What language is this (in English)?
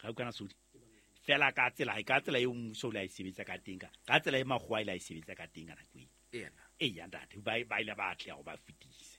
Southern Sotho